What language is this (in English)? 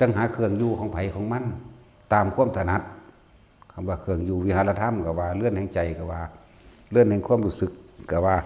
Northeastern Thai